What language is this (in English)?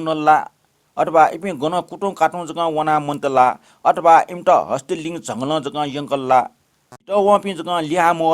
Newari